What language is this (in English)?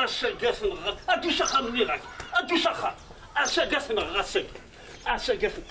Kabyle